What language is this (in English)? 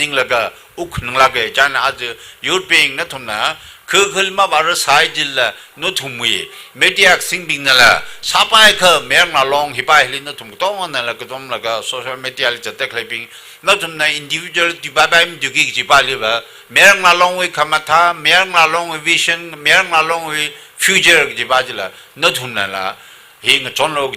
Tangkhul Naga (India)